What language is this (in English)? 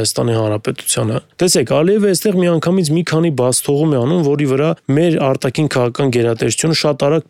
Armenian